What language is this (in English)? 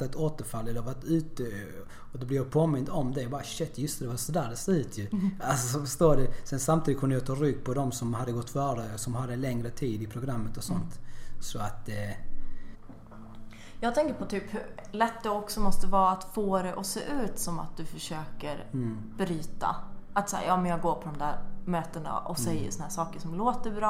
Swedish